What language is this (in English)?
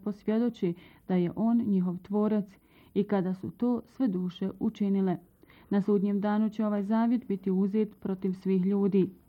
Bosnian